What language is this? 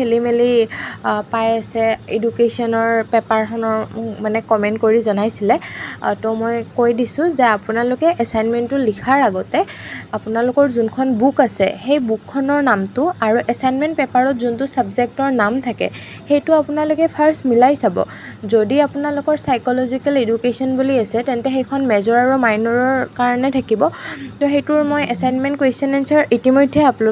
Assamese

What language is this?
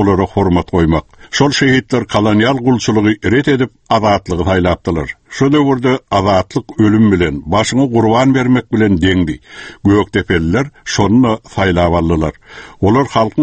Turkmen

